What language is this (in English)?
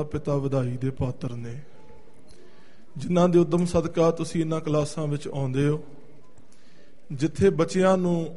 Punjabi